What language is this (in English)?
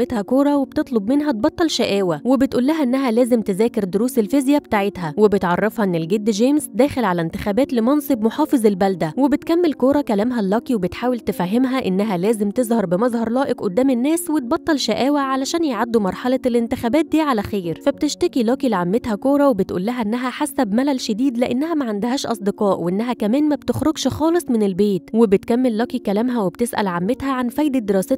Egyptian Arabic